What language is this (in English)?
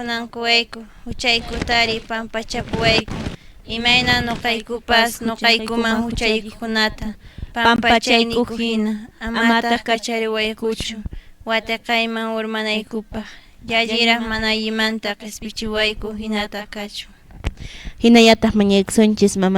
Quechua